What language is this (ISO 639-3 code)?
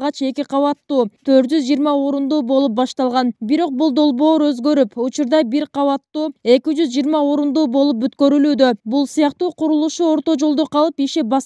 kir